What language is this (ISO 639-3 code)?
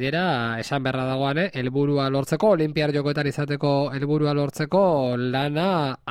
eus